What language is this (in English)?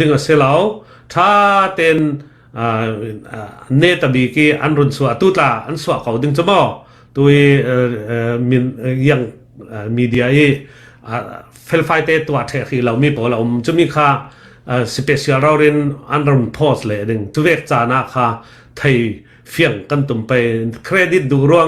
Falam Chin